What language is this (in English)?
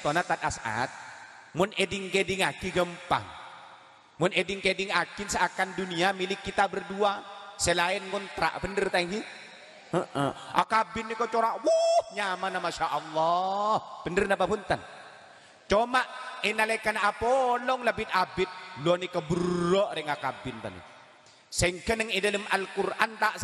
Madurese